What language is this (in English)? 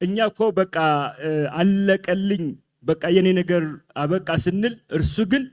Amharic